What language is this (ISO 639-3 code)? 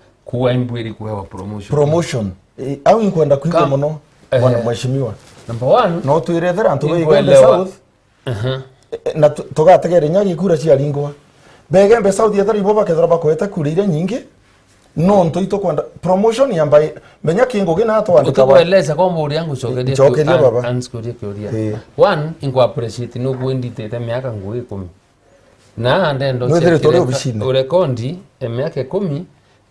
mer